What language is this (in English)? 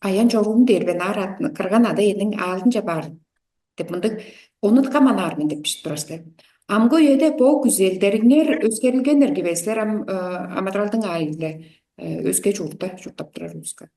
Tuvinian